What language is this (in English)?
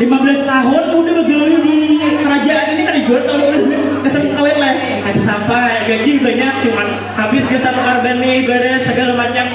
Banjar